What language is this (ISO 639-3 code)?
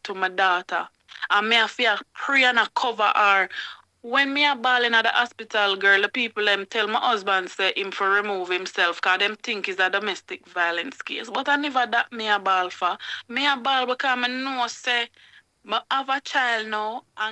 jam